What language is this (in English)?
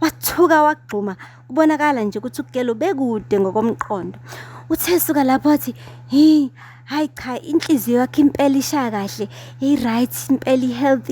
Zulu